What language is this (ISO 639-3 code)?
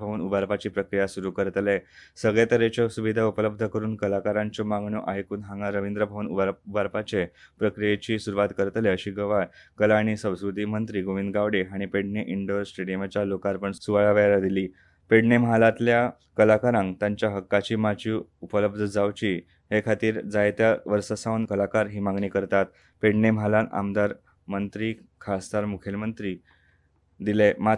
kok